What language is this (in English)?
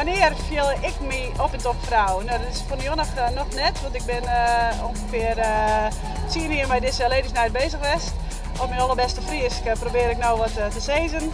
Western Frisian